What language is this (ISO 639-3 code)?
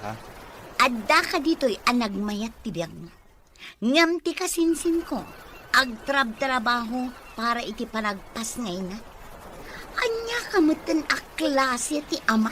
ilo